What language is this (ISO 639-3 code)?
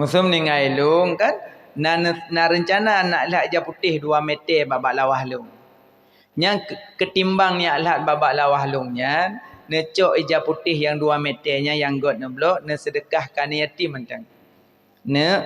ace